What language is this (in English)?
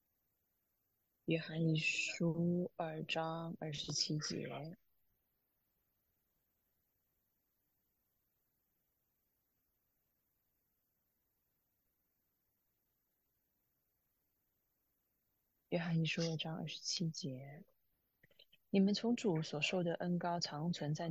Chinese